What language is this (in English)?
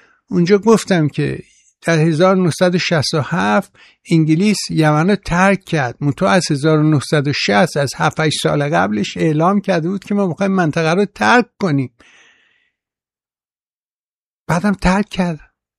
Persian